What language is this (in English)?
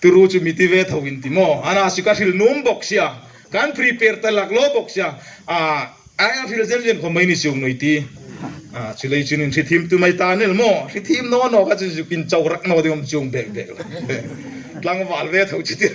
Hmar